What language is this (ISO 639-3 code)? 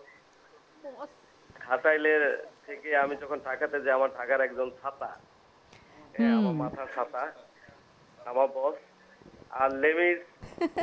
ben